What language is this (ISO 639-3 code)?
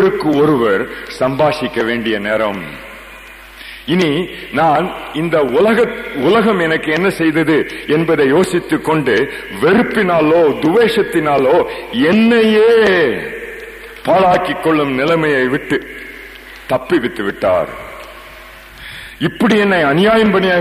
tam